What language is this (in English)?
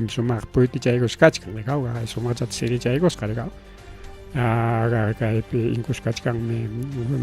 Ayacucho Quechua